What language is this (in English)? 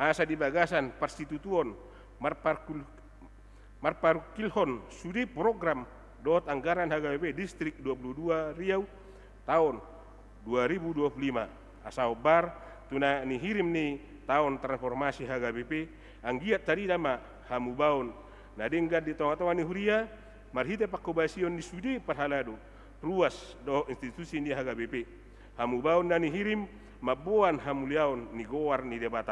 Batak Toba